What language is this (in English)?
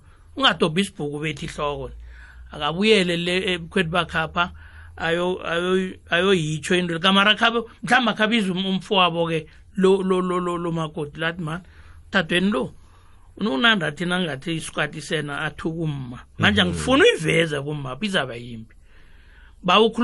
South Ndebele